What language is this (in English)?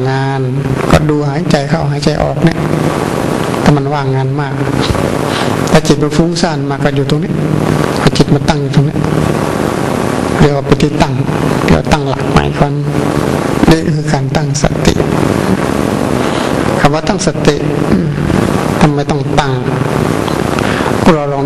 Thai